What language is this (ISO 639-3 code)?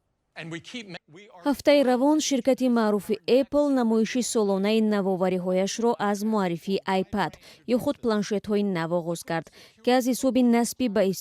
tgk